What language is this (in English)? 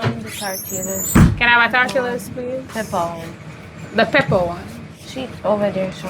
Jamaican Creole English